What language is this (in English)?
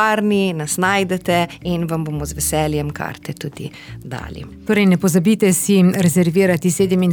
Slovenian